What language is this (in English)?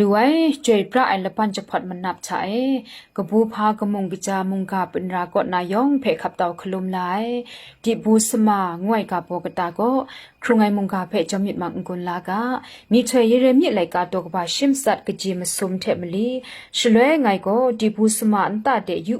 Kachin